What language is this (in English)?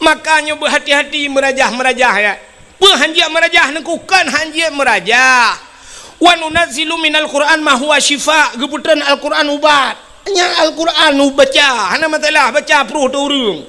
Achinese